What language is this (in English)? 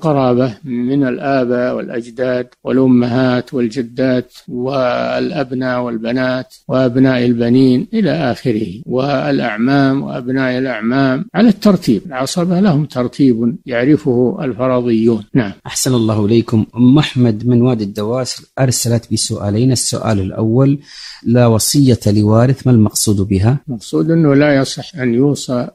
Arabic